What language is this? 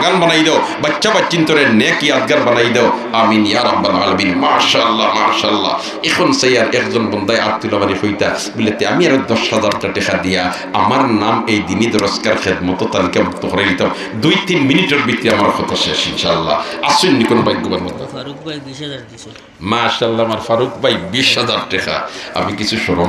Sylheti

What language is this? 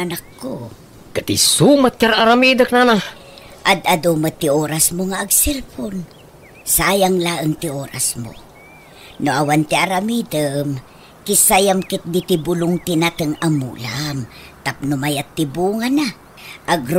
Iloko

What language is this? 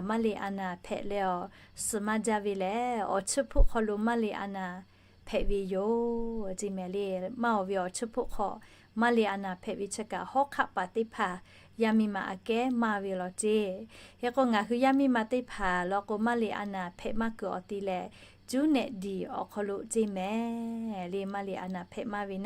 Lahu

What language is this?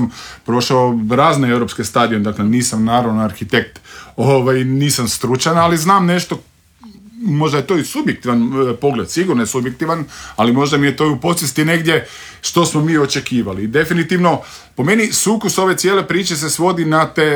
Croatian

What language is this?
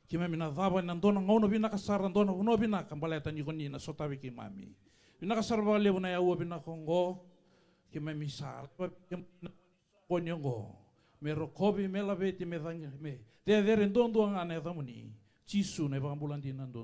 Fijian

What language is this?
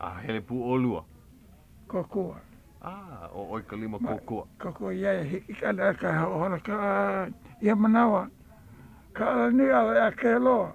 Hawaiian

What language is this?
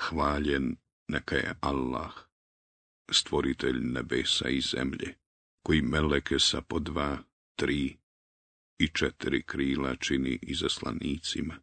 Bosnian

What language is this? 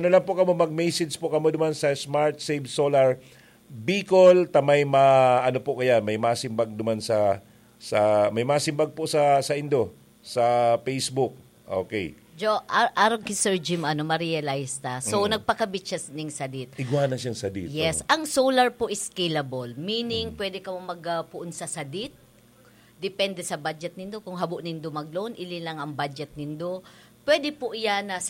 Bikol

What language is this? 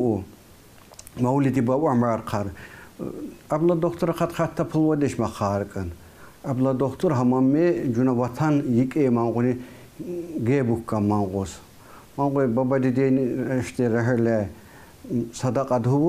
Tsakhur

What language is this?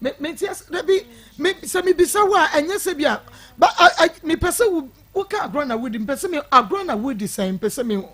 Akan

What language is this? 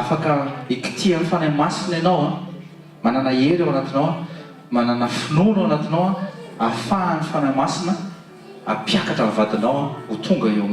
Malagasy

